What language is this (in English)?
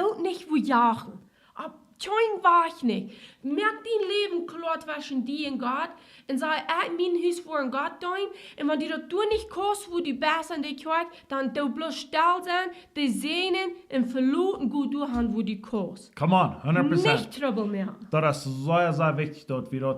Plautdietsch